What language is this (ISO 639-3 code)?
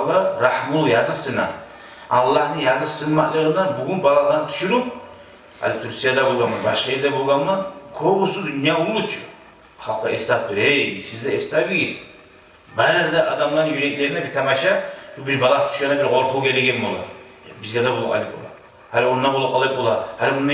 kum